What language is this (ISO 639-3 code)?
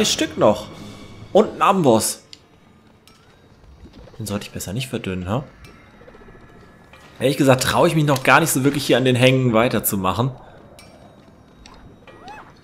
deu